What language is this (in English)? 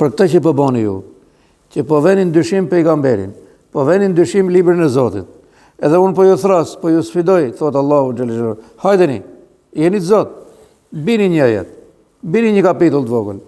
Albanian